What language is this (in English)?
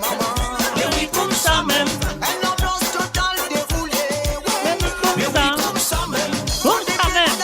Morisyen